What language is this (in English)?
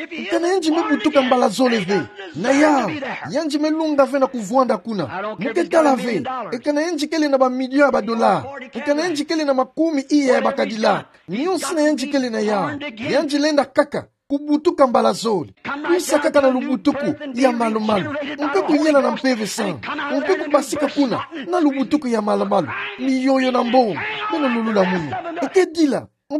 Kituba (Democratic Republic of Congo)